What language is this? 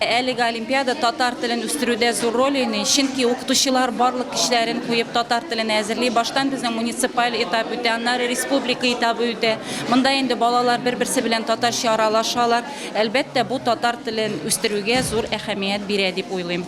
Tatar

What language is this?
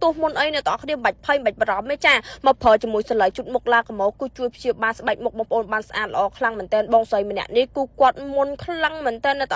Khmer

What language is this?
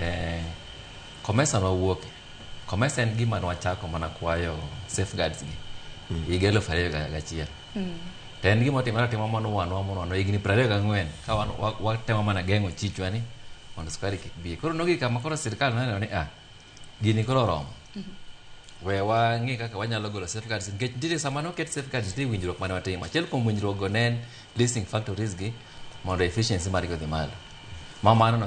Luo (Kenya and Tanzania)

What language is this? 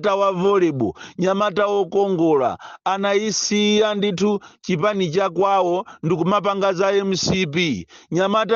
Nyanja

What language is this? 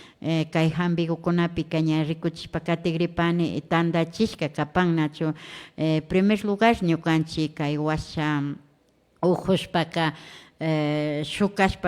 Imbabura Highland Quichua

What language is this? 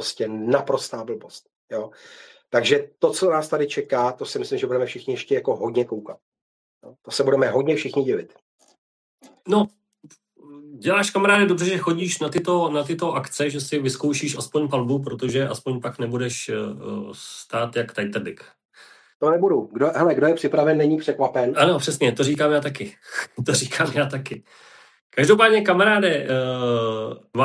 Czech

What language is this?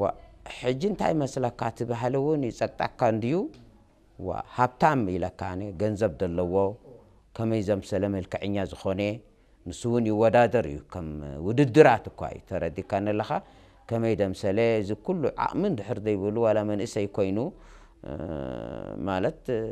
Tigrinya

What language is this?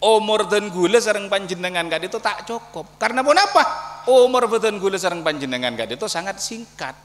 Madurese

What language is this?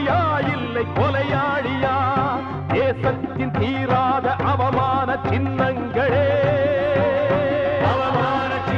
Tamil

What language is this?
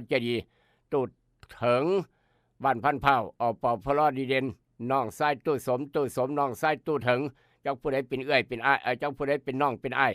Northeastern Thai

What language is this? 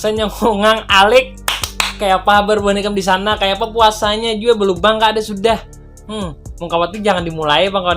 Banjar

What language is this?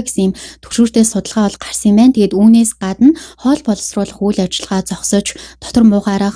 Mongolian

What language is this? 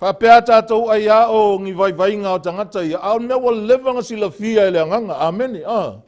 Samoan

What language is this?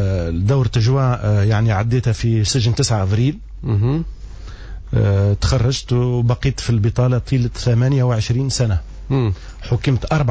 Tunisian Arabic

